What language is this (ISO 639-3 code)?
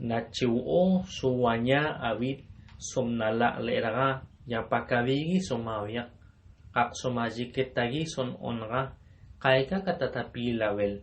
tob